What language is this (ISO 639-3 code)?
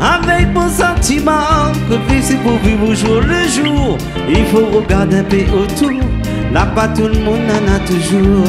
rcf